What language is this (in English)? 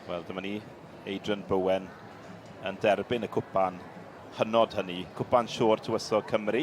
Welsh